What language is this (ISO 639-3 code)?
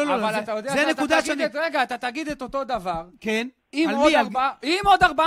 heb